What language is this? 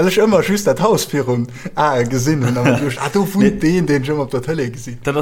Luxembourgish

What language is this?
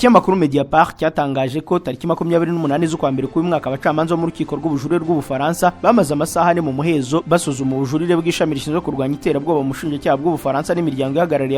Kinyarwanda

